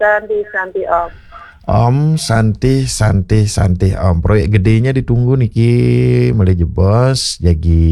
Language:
Balinese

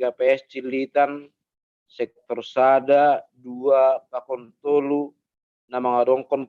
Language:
Batak Simalungun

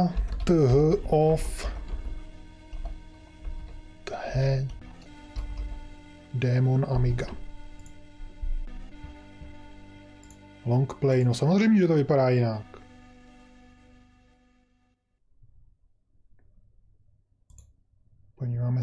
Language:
Czech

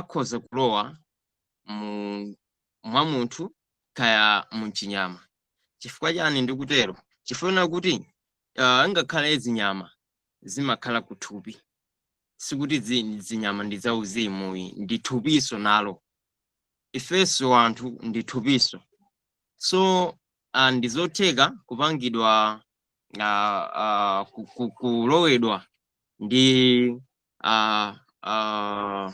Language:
Nyanja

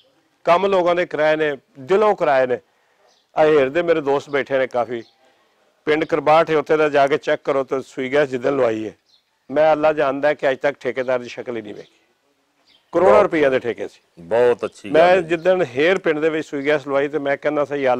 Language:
Western Panjabi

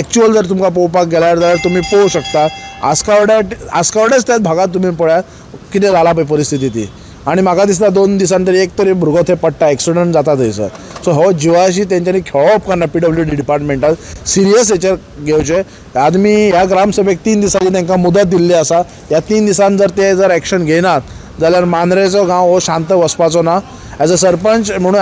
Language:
Konkani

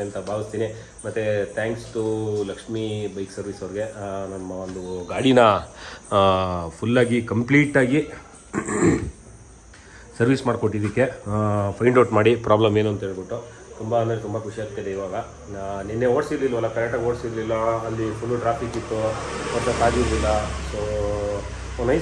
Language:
Kannada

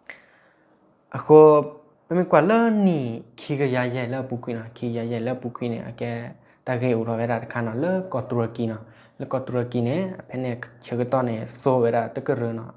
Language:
S'gaw Karen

